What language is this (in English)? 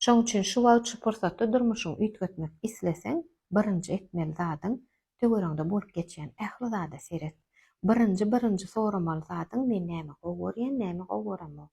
Turkmen